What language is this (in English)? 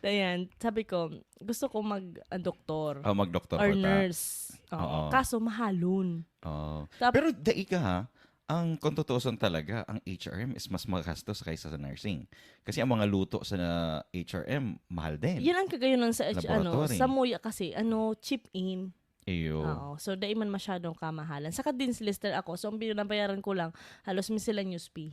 Bikol